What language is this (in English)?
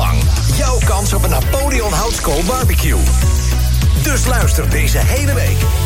Dutch